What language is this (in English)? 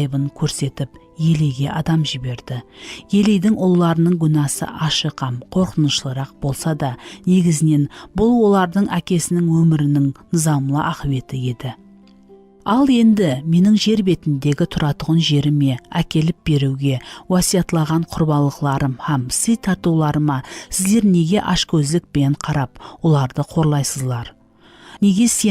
Kara-Kalpak